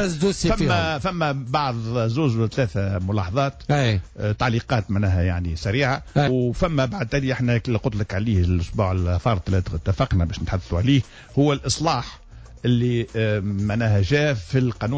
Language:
Tunisian Arabic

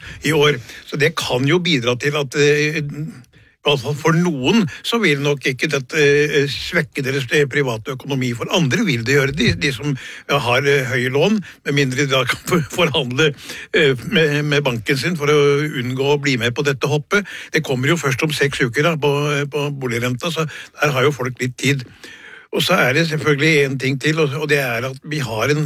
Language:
Norwegian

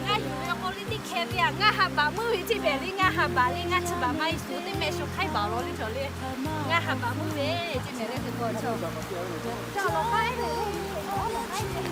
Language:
Lahu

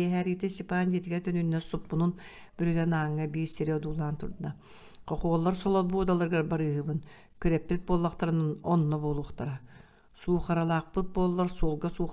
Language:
Yakut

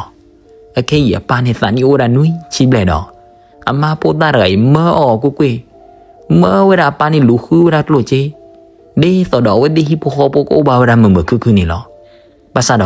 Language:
S'gaw Karen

